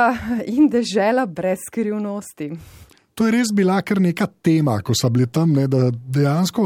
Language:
Slovenian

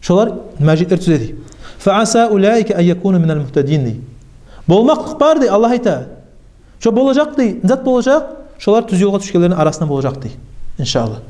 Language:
Kumyk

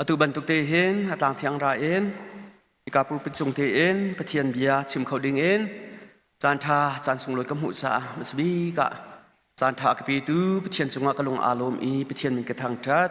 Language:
Hakha Chin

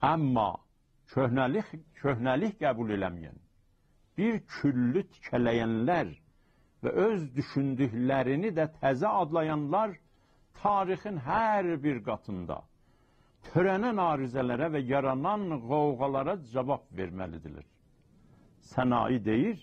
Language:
South Azerbaijani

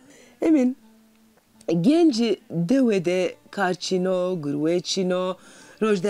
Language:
Zaza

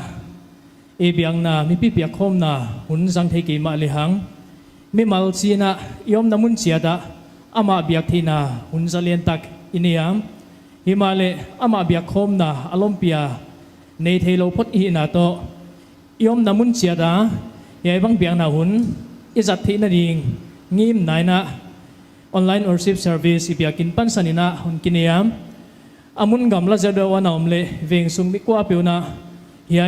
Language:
Paite Chin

